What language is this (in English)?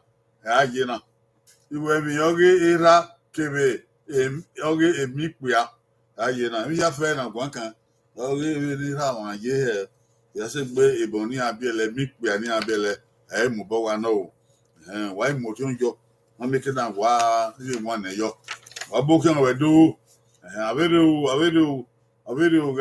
Bini